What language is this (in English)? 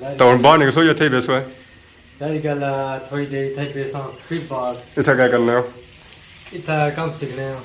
Pahari-Potwari